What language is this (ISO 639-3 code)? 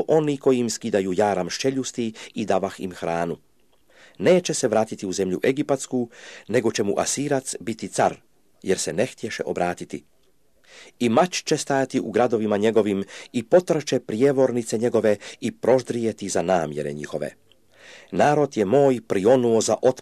hrv